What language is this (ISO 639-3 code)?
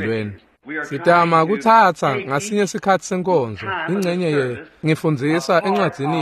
ssw